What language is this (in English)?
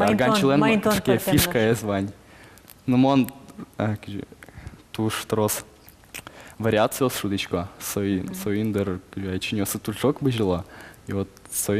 Udmurt